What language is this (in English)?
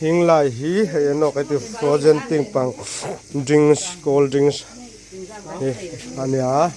Hmar